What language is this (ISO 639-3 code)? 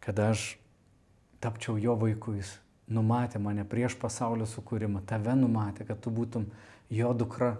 lit